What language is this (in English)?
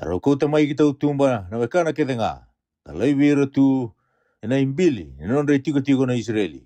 Fijian